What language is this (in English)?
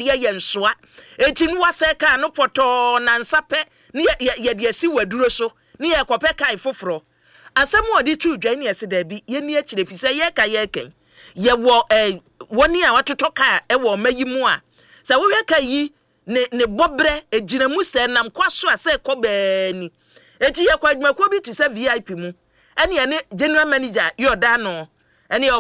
Akan